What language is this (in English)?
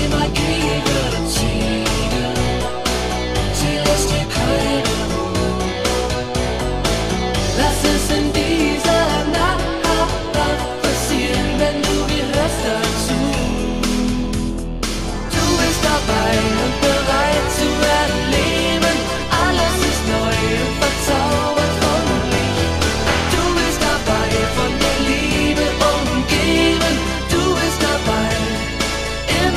German